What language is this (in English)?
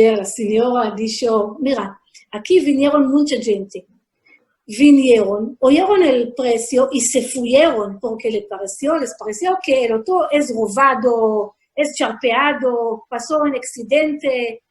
Ladino